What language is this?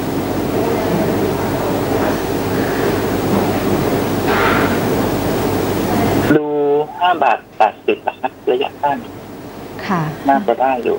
Thai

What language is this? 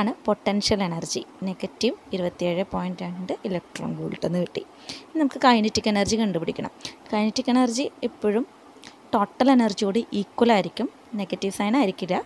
Malayalam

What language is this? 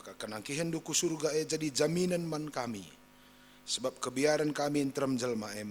Batak Karo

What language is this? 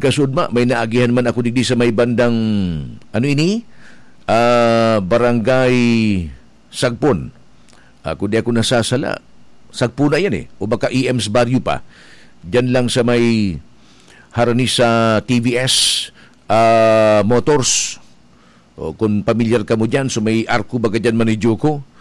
Bikol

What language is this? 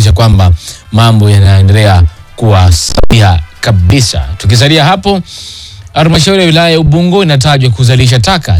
Swahili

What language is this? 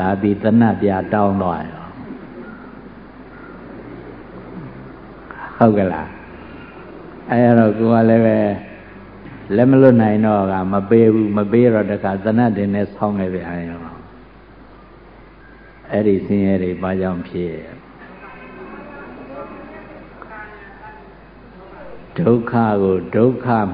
Burmese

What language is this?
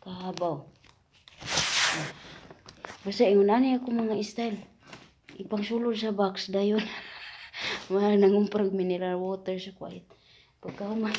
Cebuano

